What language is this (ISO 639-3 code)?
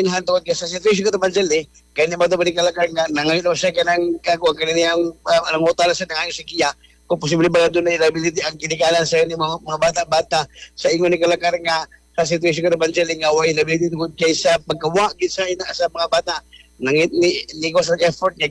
ceb